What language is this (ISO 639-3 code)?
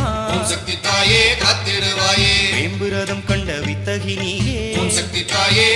tam